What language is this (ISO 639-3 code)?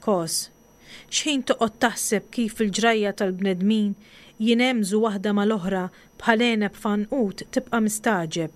mlt